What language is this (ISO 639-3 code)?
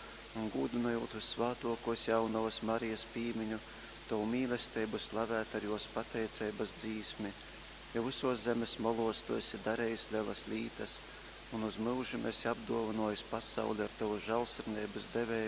ltg